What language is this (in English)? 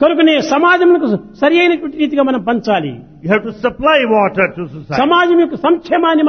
Telugu